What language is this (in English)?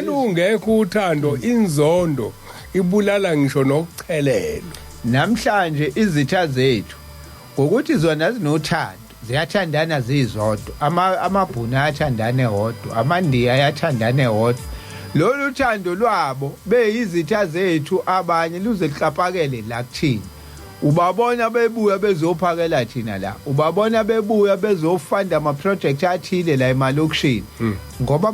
Zulu